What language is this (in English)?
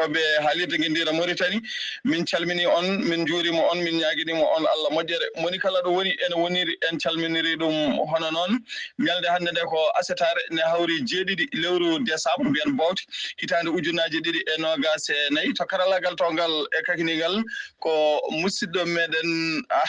Fula